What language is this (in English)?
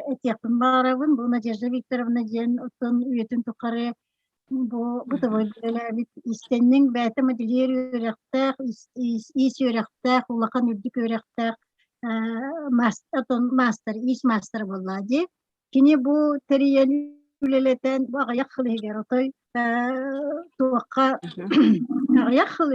Yakut